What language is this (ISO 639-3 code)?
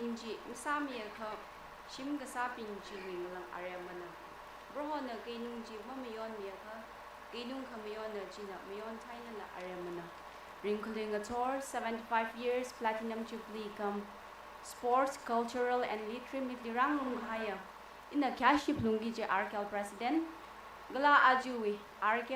nmf